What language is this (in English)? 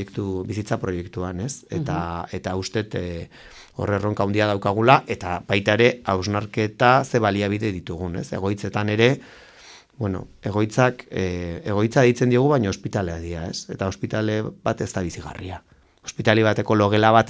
Basque